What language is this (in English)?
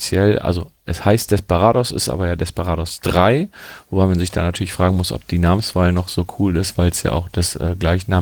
German